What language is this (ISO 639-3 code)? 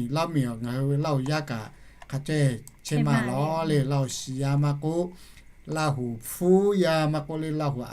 lhu